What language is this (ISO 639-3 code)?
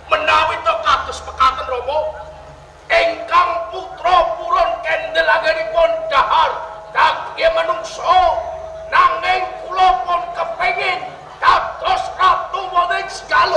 jav